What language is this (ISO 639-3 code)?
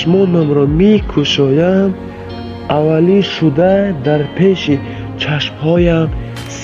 tgk